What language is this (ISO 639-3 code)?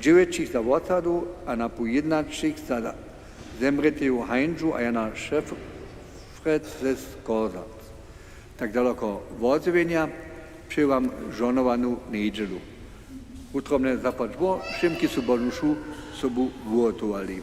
hsb